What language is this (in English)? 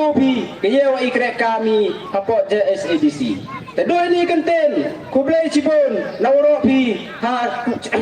Pnar